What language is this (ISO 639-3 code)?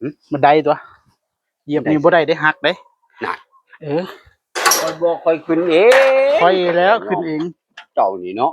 tts